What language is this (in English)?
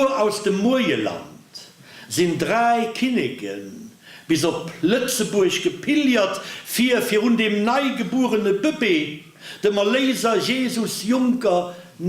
Luxembourgish